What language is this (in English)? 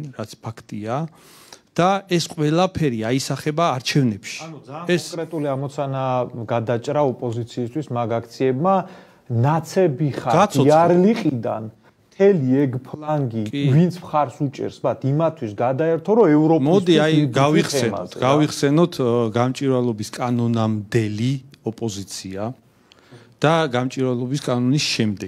Georgian